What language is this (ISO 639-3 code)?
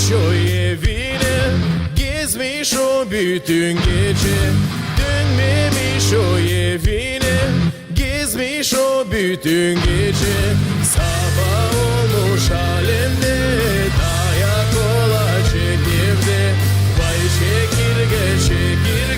gag